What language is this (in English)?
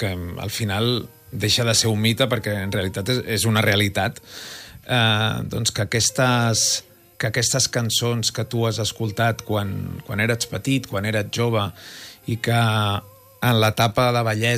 Catalan